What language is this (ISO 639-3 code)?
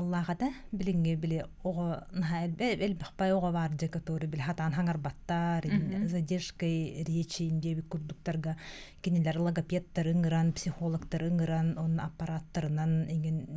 sah